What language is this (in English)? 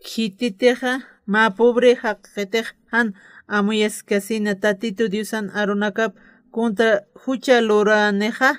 Aymara